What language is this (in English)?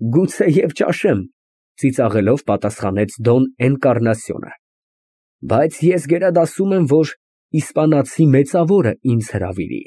Armenian